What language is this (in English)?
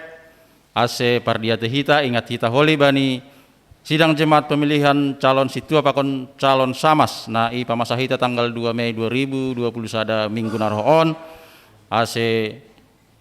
Batak Simalungun